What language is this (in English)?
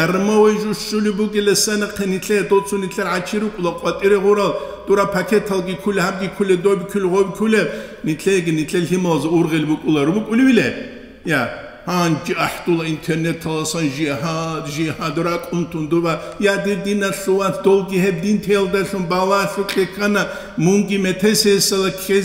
Avaric